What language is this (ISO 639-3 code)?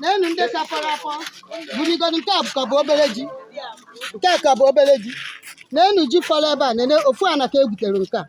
ibo